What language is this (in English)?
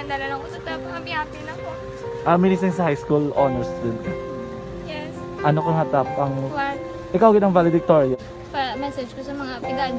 Hiligaynon